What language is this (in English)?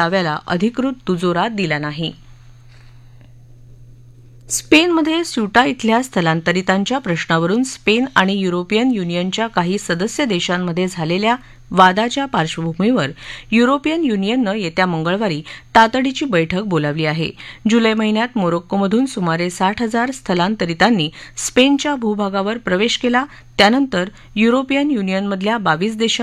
Marathi